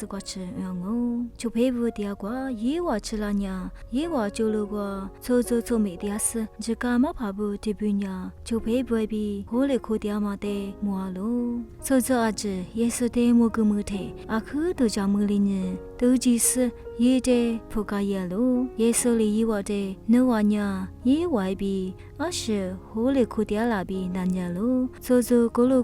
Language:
Lisu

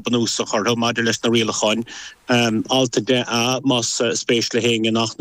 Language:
Irish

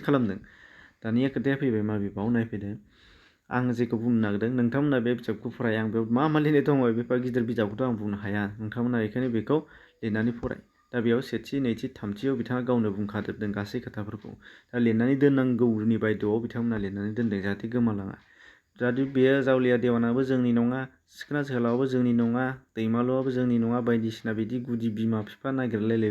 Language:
Bodo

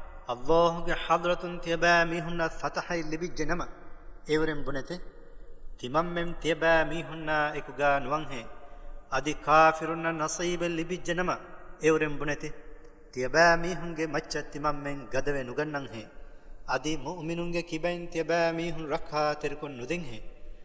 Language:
Divehi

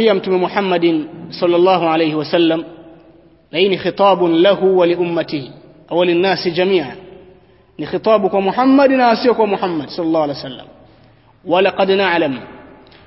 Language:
Swahili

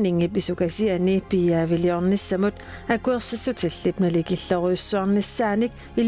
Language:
Kalaallisut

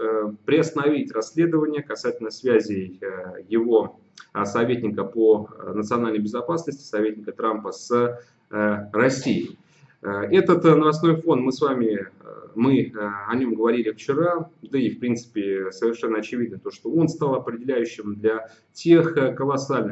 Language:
Russian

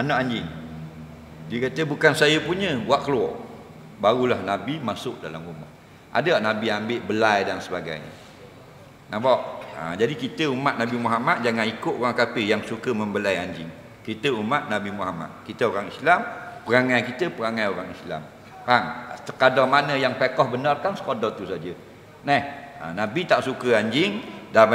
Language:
Malay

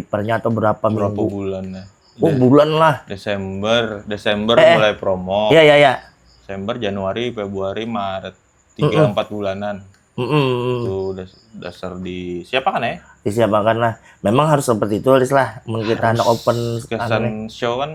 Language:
Banjar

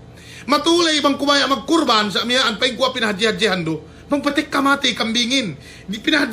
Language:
Yakan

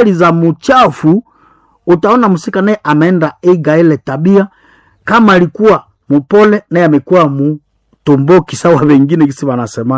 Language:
Swahili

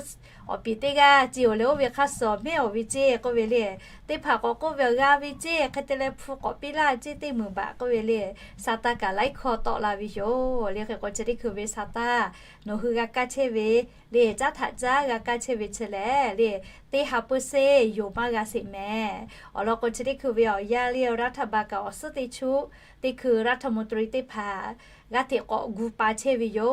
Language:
Lahu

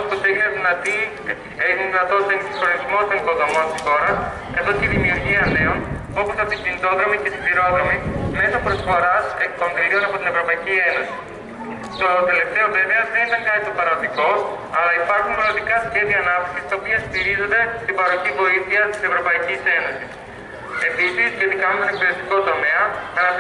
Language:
Greek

